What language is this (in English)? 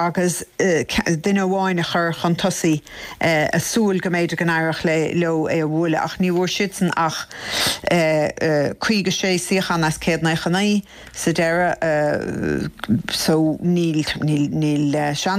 Irish